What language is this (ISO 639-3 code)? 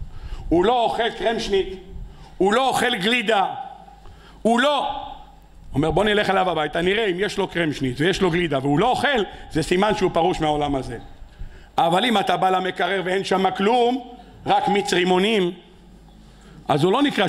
heb